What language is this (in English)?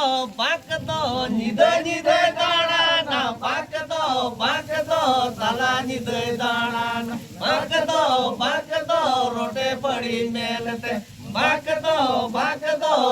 Santali